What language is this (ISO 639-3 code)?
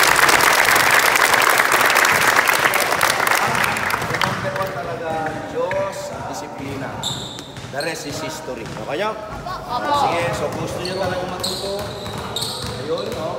fil